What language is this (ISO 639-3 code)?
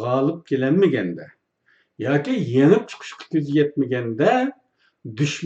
uig